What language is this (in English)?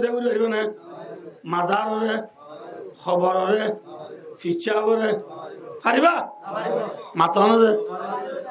Rohingya